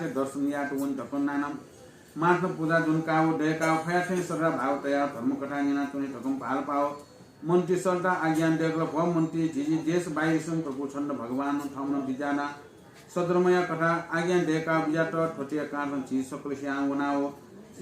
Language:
Newari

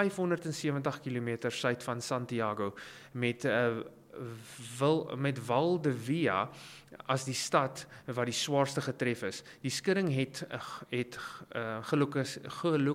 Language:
Afrikaans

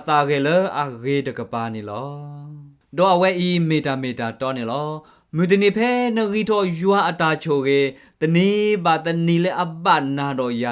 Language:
S'gaw Karen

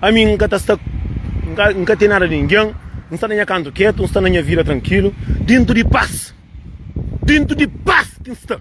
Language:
Kabuverdianu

